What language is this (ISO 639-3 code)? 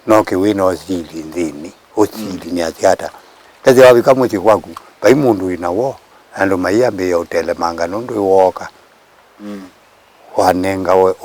kam